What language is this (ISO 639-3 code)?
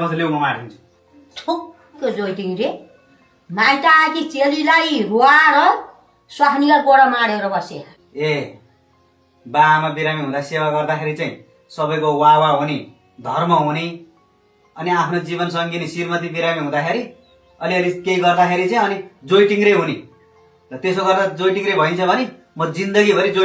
nep